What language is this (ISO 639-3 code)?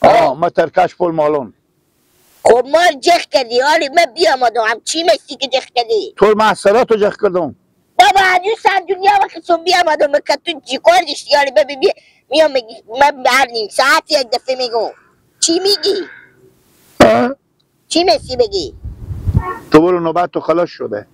haz